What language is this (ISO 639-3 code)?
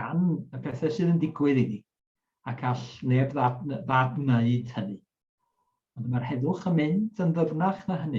cym